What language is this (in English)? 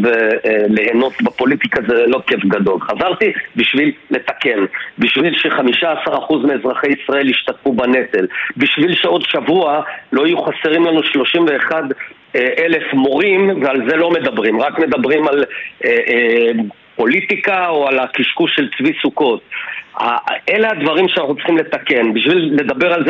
Hebrew